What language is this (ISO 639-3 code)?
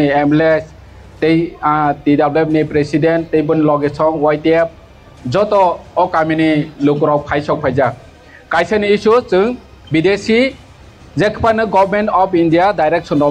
trp